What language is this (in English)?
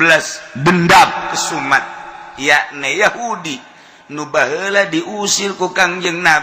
Sundanese